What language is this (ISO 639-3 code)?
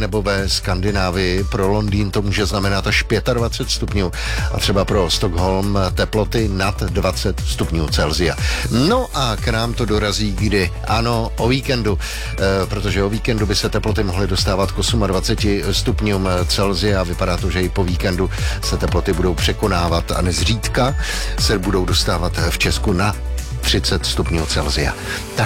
ces